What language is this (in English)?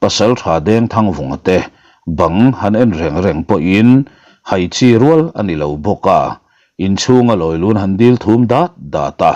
Mizo